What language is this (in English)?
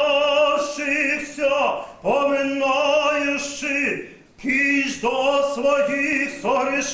Rusyn